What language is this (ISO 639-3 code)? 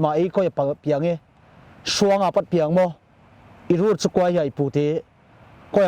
pck